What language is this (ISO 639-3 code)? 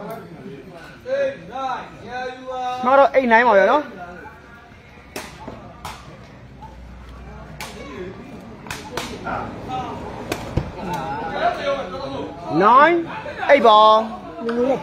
mya